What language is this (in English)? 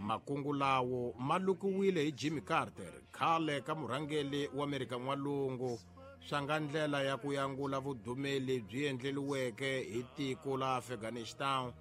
Tsonga